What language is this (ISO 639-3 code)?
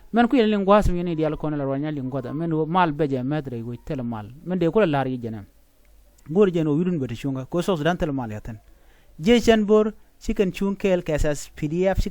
nus